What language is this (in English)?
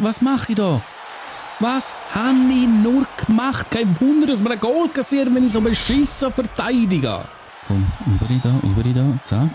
Swiss German